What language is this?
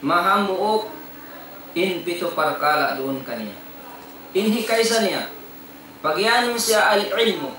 Tausug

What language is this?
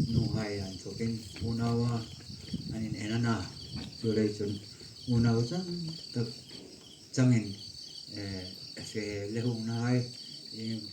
Hmar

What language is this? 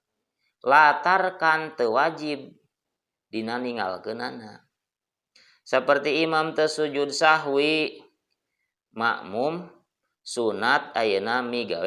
Sundanese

